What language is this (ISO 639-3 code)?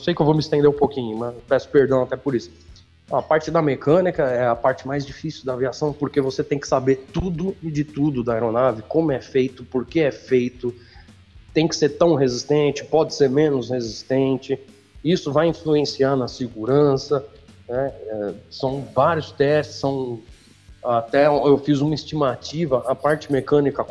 por